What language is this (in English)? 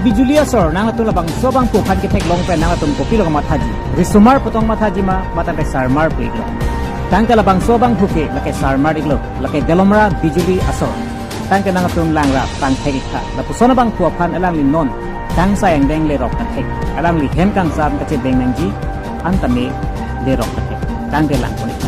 Karbi